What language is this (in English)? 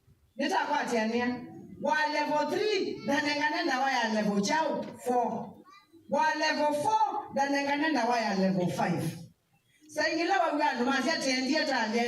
Kamba